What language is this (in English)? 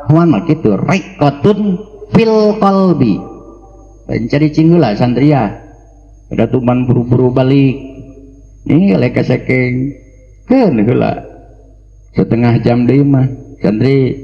Sundanese